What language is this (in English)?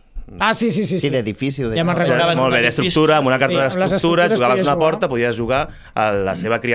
Catalan